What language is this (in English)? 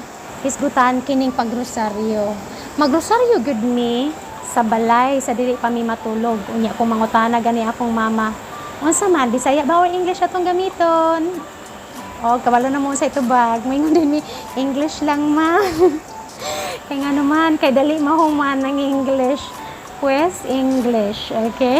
Cebuano